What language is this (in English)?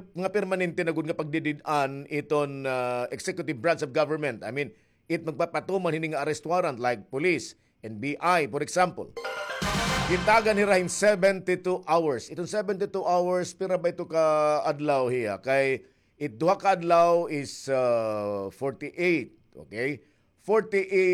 Waray